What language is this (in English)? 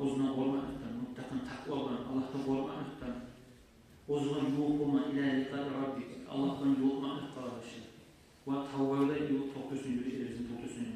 Kumyk